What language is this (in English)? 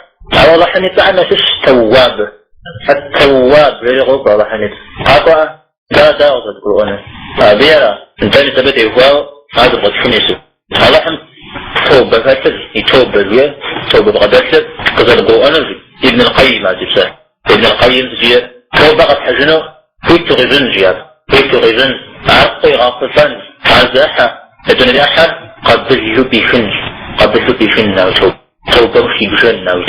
Kabardian